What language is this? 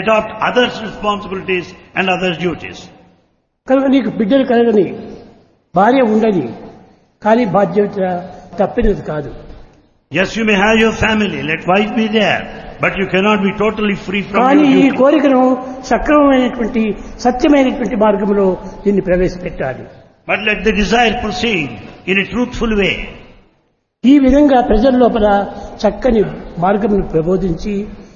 Telugu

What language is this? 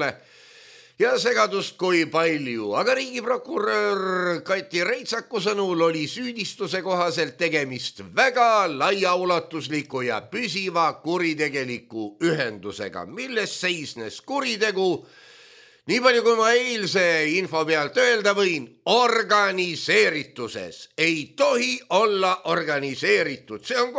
Estonian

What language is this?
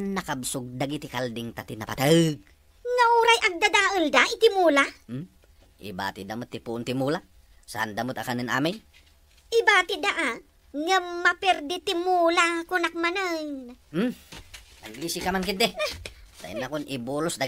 Iloko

